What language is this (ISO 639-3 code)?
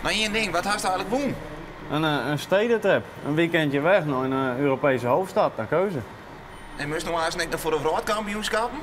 fry